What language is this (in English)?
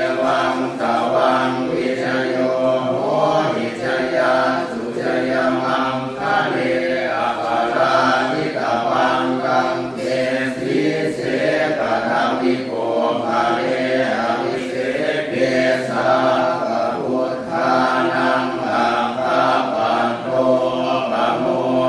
Pali